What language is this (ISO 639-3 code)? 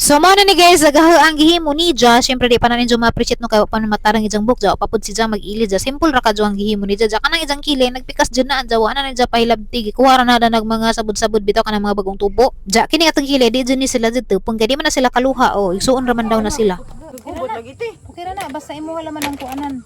ceb